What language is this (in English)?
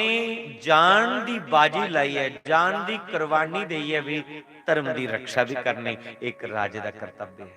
Dogri